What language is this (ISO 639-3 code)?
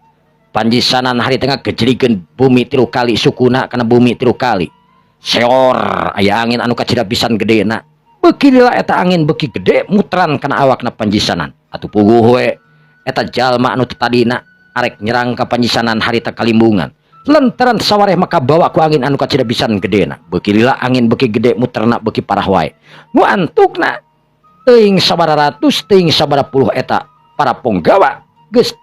sun